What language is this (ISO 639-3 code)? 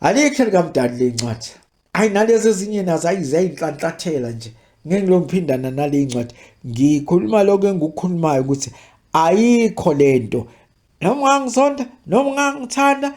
zul